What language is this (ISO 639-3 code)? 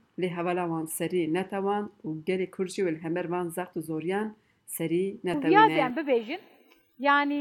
kur